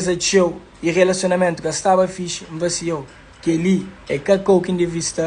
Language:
Kabuverdianu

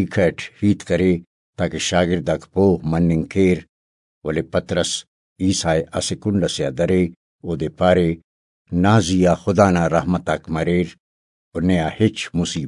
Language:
Brahui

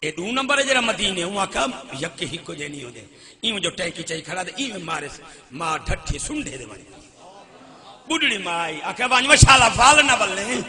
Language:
Saraiki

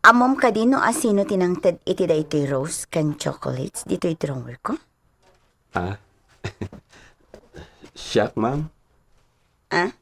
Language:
Iloko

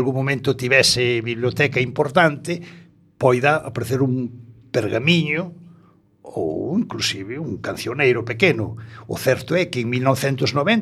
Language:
Galician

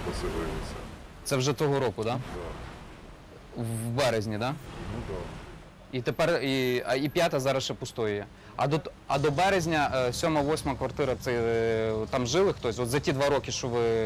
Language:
Ukrainian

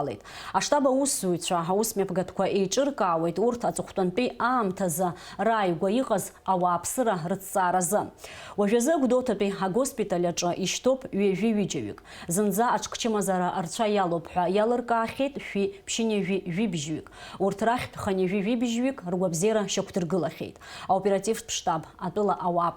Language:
Abkhazian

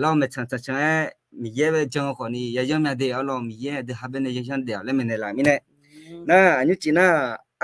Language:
Akha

